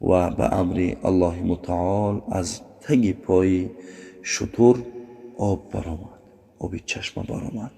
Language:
Tajik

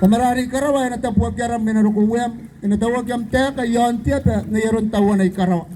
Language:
Gilbertese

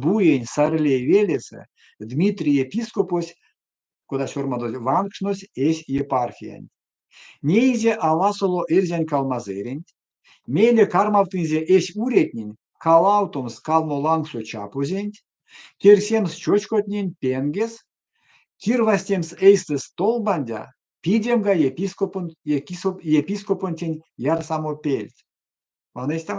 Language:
Erzya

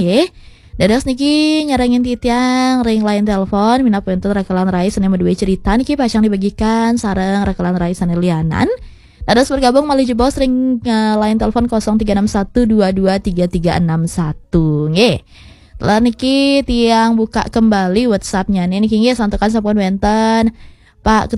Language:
Balinese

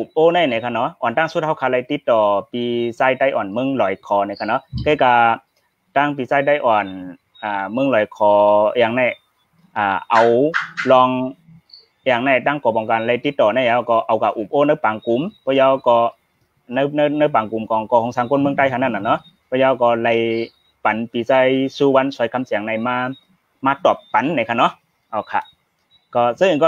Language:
Shan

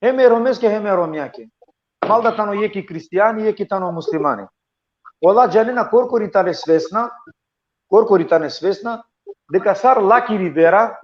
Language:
Balkan Romani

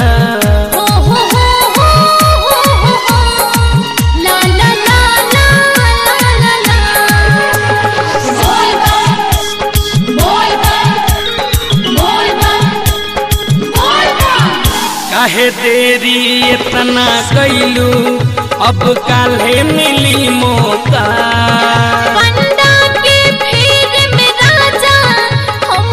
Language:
Bhojpuri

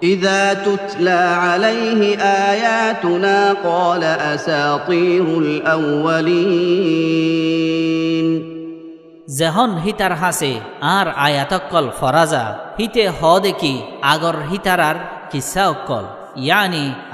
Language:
Rohingya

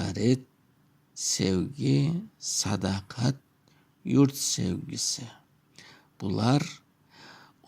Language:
Crimean Tatar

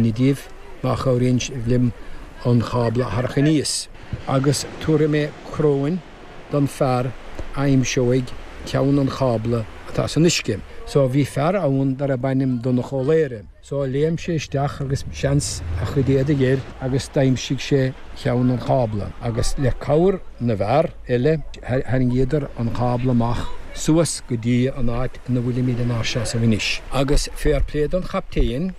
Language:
Irish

